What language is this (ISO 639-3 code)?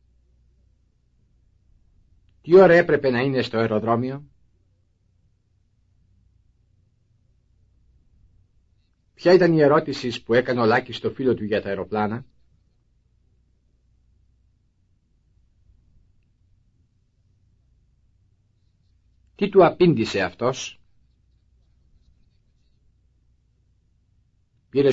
ell